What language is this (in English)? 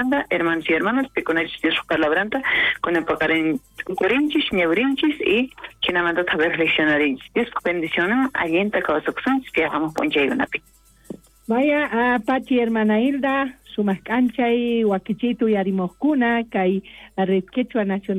South Bolivian Quechua